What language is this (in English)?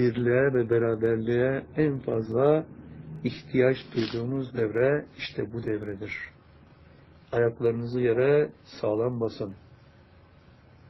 Turkish